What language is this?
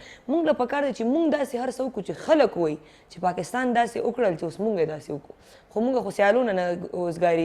Pashto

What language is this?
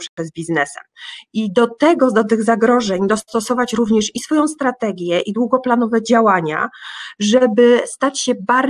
Polish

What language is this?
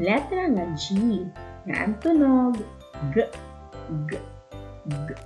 Waray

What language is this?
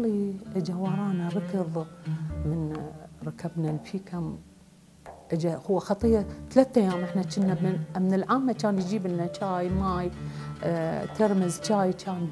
Mesopotamian Arabic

